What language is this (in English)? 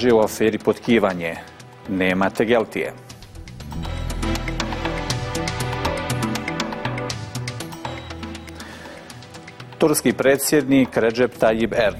Bosnian